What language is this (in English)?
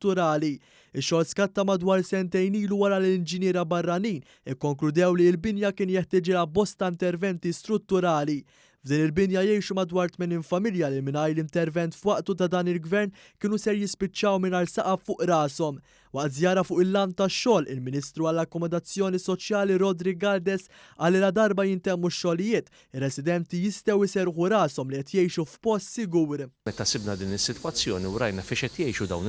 Maltese